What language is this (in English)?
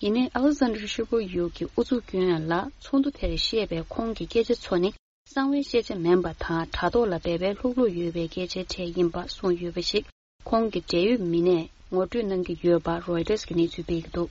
Tibetan